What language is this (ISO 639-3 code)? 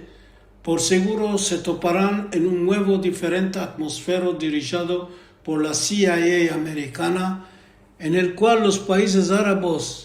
lad